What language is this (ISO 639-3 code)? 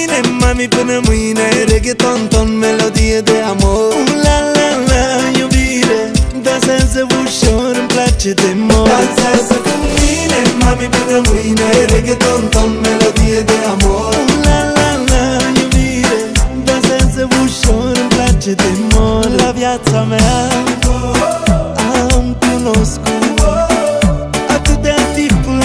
ron